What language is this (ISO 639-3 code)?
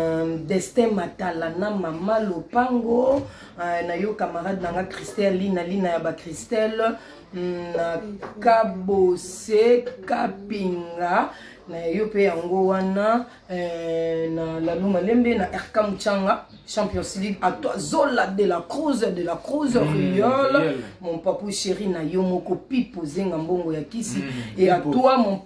lin